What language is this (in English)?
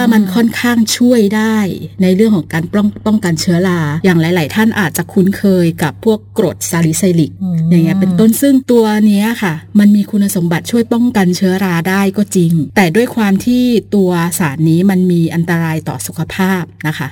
Thai